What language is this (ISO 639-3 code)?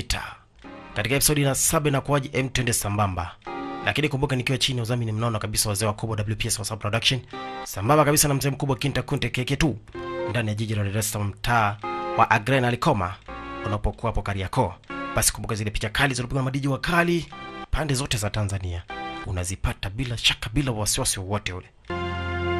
swa